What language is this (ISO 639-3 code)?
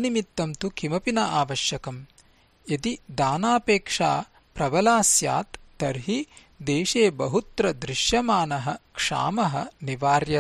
san